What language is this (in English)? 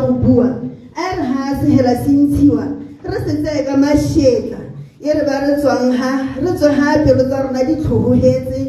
Tswana